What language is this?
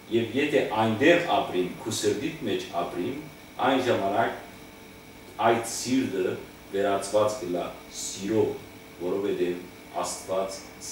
Western Armenian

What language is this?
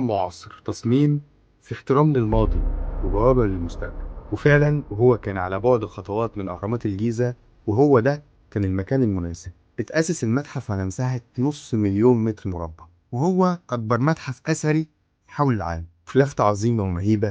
Egyptian Arabic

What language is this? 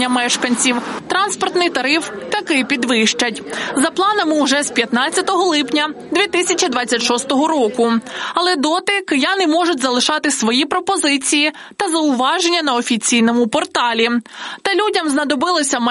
Ukrainian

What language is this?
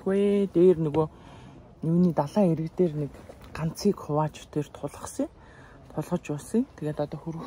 Mongolian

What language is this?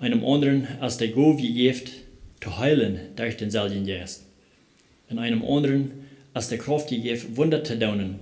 Plautdietsch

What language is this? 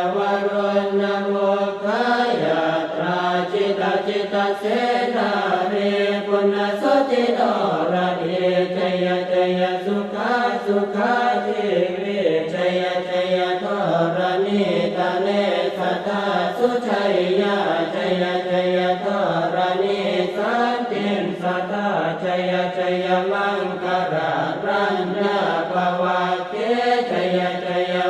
Pali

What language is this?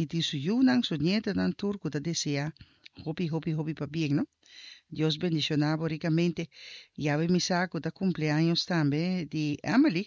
Papiamento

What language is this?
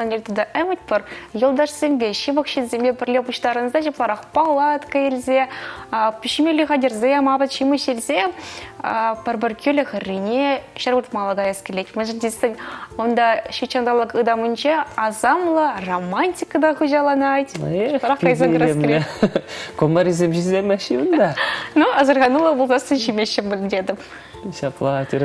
Chuvash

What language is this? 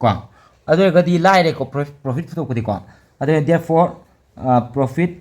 Manipuri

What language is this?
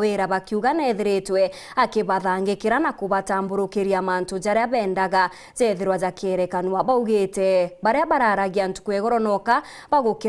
Meru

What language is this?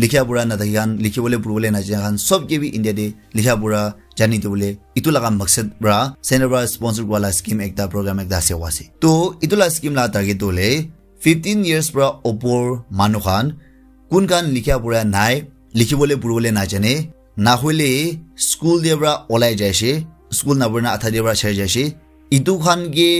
Naga Pidgin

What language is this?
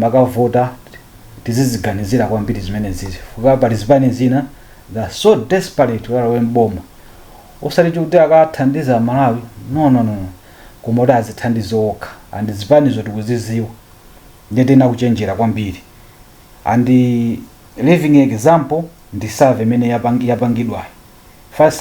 Nyanja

